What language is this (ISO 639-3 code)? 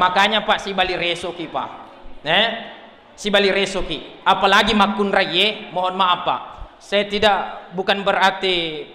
bug